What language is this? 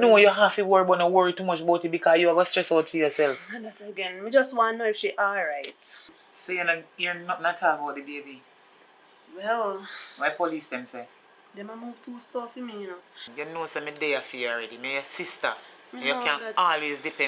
Jamaican Creole English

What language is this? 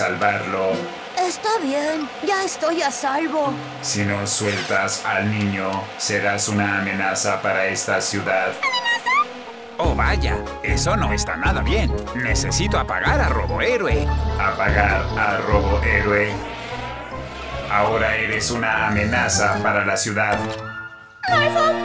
Spanish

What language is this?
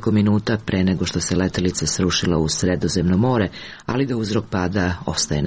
Serbian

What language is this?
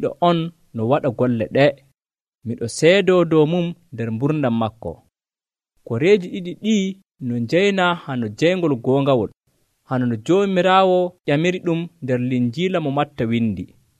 Nigerian Fulfulde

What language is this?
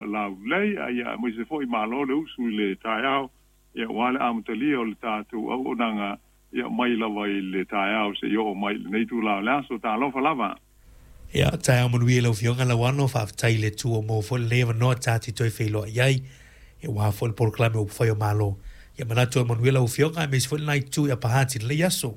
Samoan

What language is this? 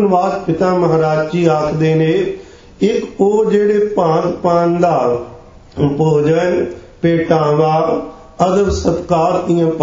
Punjabi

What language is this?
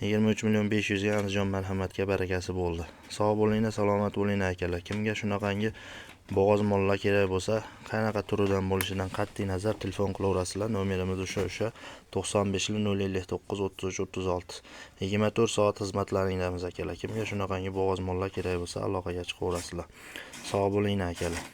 Uzbek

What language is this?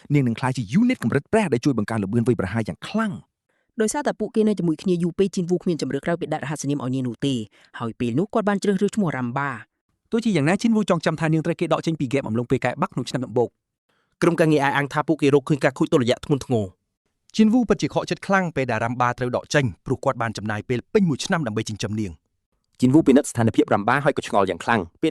Khmer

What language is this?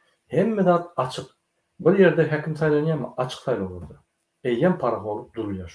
Turkmen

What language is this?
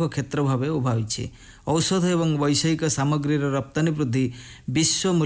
Odia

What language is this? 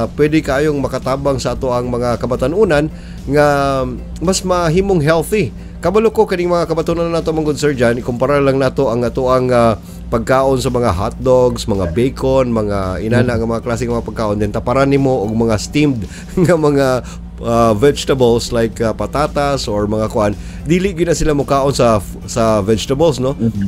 Cebuano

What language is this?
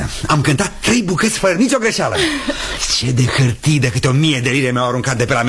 Romanian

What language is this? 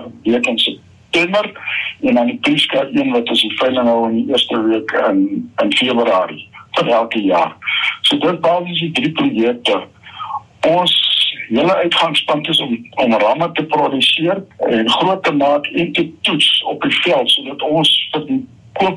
Afrikaans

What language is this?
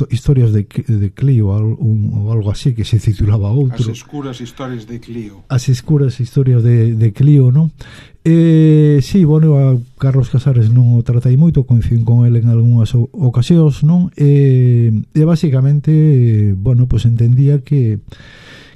Galician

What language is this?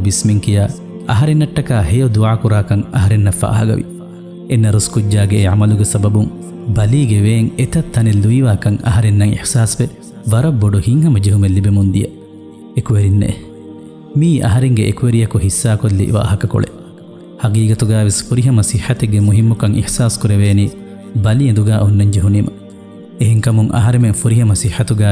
Divehi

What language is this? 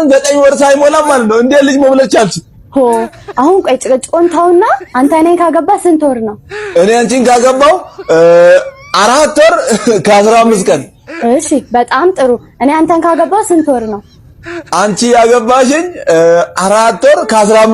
Amharic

